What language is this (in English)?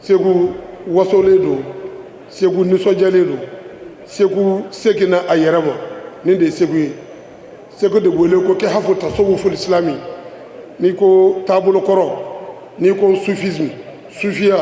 Bambara